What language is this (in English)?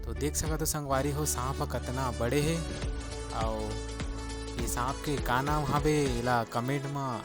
Chhattisgarhi